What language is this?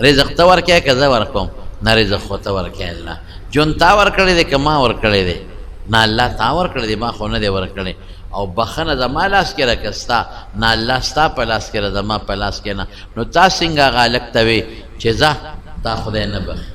Pashto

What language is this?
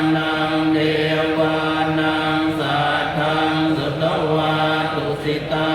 Pali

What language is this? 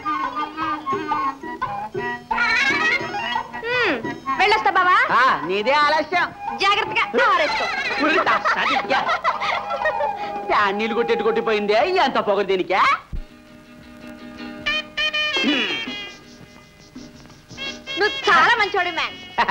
Telugu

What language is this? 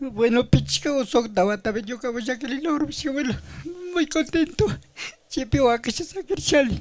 Chimborazo Highland Quichua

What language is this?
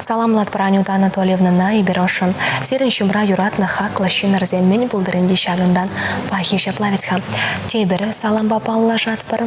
Chuvash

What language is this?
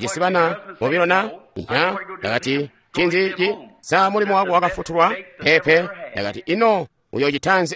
Tonga (Zambia)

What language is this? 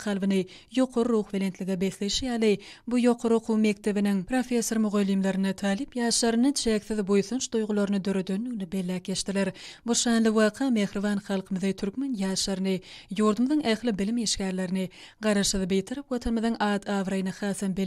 Turkmen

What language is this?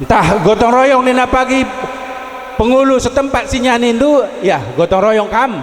Batak Karo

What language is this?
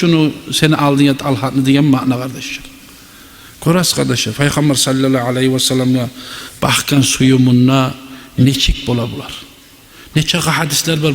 Kumyk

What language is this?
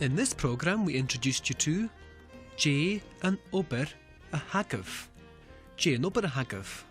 Scottish Gaelic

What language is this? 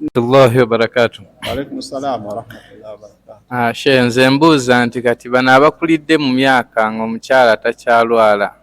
Ganda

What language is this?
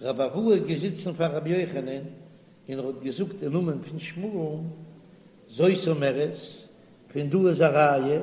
Yiddish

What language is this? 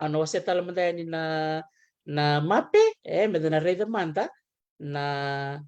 Fijian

